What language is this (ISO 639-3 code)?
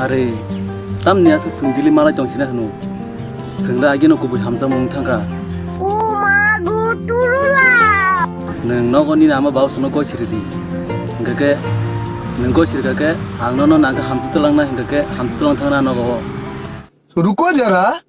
trp